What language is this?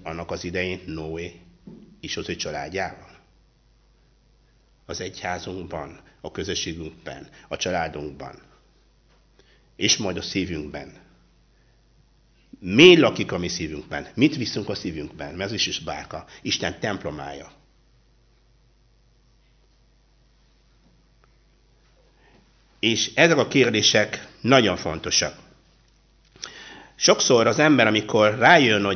Hungarian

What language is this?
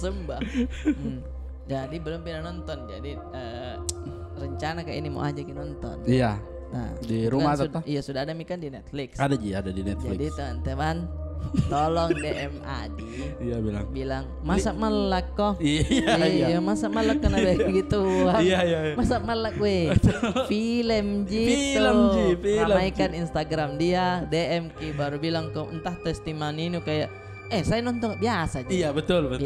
Makassar Malay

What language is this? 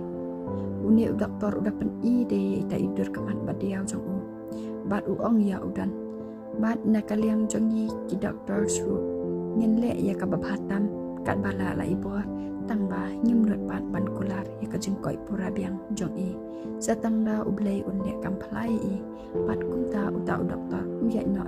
Khasi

